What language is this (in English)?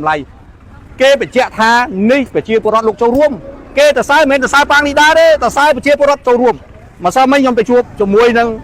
Khmer